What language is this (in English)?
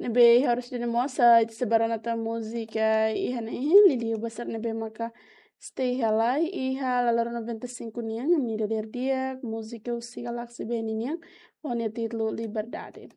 Tetum